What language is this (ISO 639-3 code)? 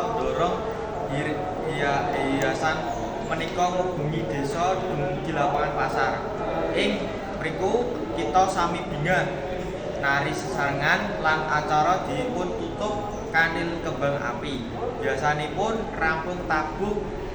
jav